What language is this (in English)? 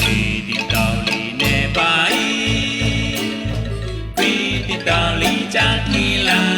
Kekchí